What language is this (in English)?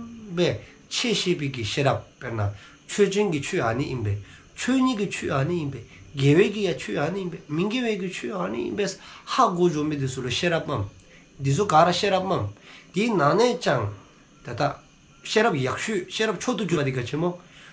Dzongkha